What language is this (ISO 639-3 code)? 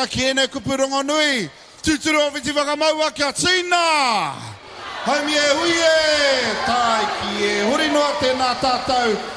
mri